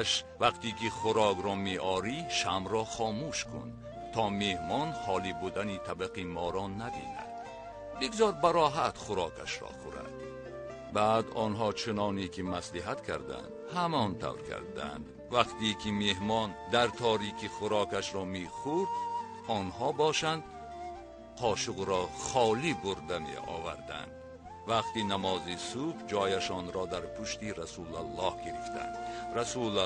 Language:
Tajik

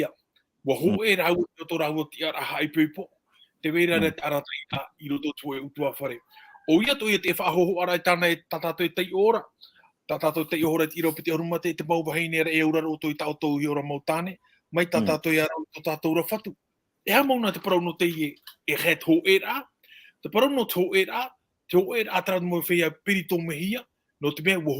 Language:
Tahitian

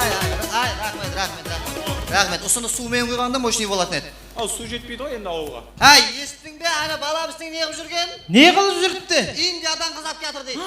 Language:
Kara-Kalpak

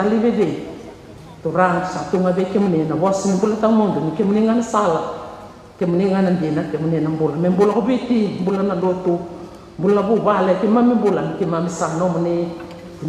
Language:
Fijian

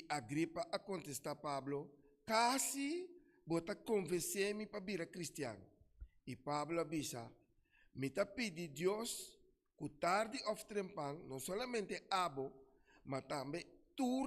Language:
Papiamento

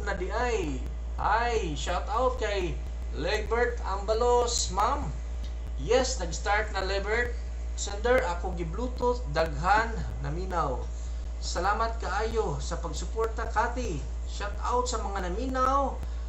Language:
Cebuano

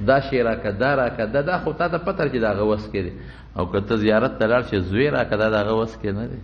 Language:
Pashto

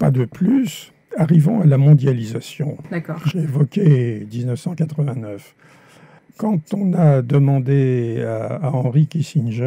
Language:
French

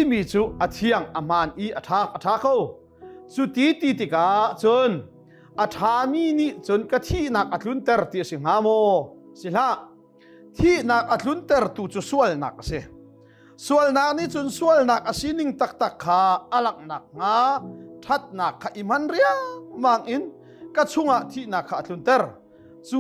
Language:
Hakha Chin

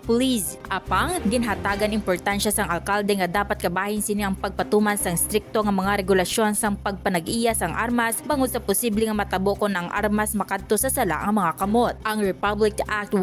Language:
Hiligaynon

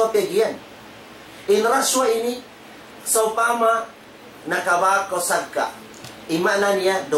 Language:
Tausug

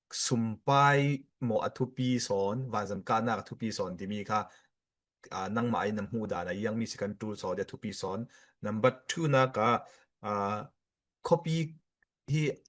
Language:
Falam Chin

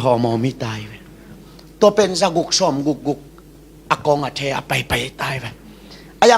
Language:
Tedim Chin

